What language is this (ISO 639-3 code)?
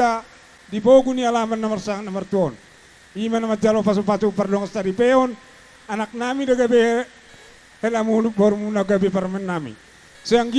bbc